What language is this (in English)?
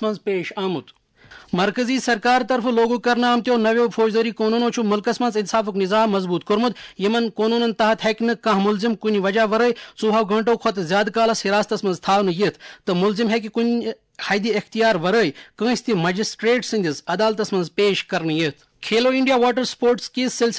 Kashmiri